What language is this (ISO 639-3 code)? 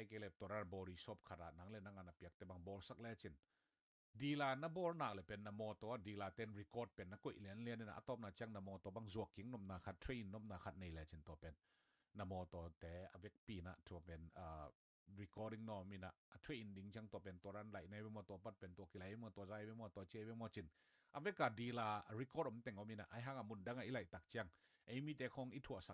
ctd